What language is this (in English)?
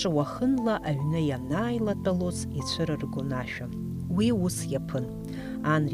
Abkhazian